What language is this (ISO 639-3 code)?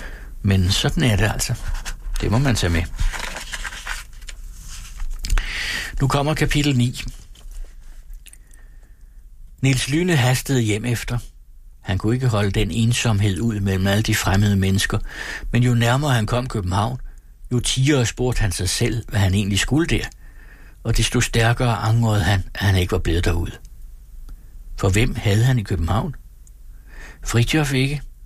dan